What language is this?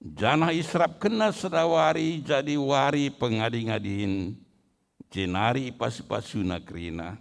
Batak Karo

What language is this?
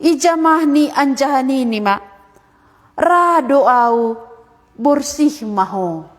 Batak Simalungun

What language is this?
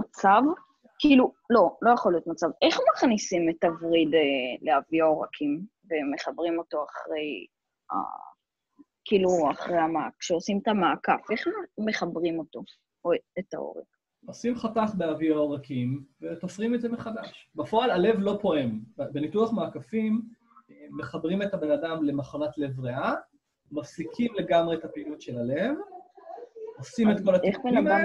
Hebrew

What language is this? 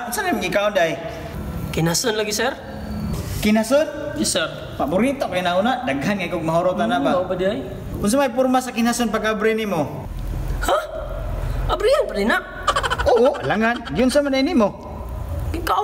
Cebuano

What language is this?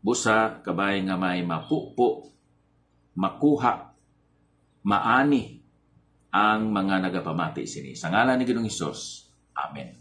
Hiligaynon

